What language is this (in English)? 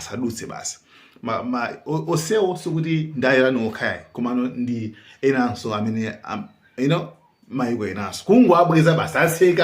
Nyanja